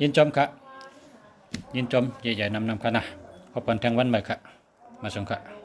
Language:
Shan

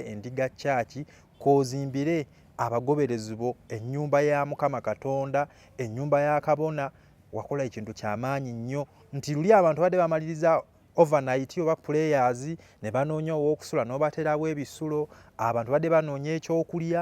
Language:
Ganda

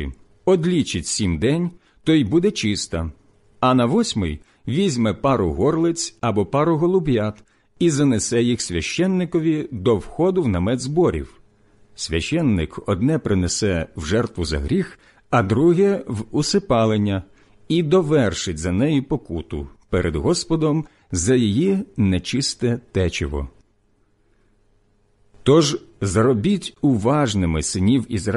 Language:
Ukrainian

